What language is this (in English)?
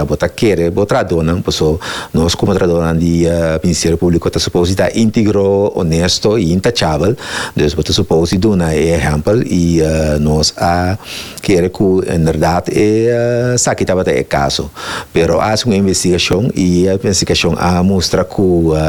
Papiamento